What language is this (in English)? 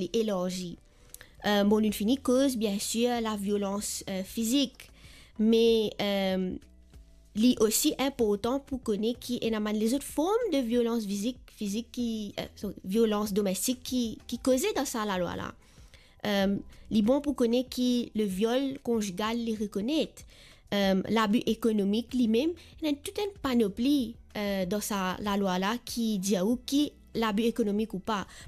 Morisyen